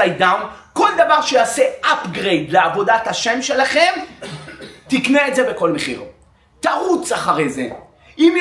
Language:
Hebrew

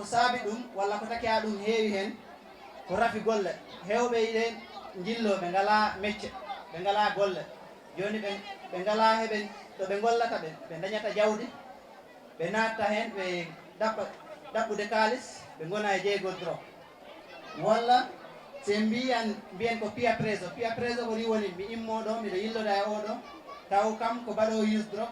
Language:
Fula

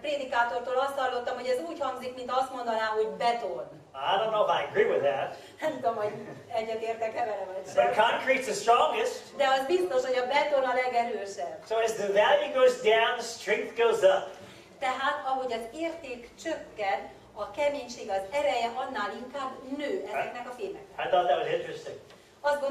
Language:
Hungarian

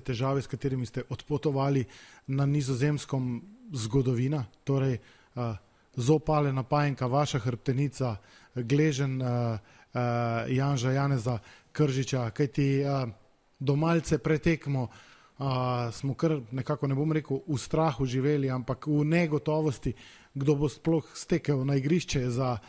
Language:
Slovenian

